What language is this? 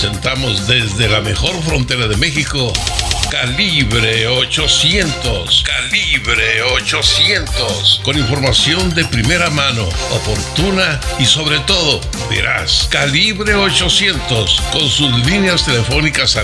Spanish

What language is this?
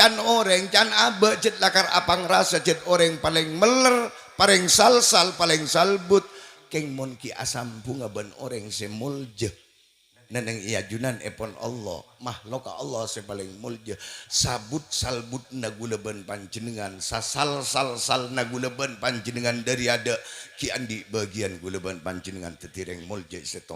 Madurese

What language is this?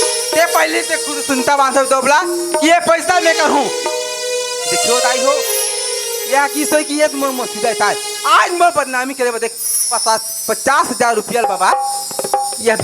Chhattisgarhi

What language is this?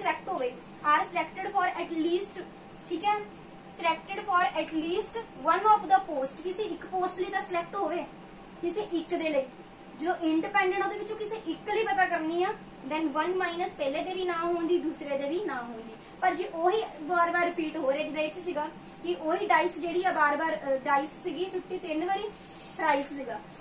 Punjabi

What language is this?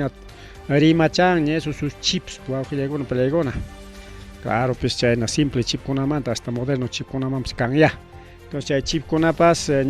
Ayacucho Quechua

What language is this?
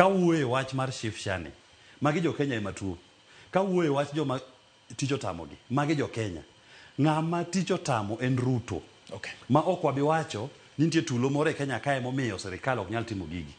Luo (Kenya and Tanzania)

